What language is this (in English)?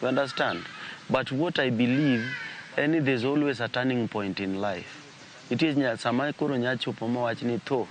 Luo (Kenya and Tanzania)